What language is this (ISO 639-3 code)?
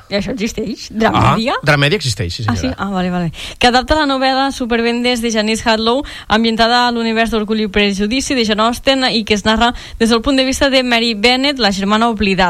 cat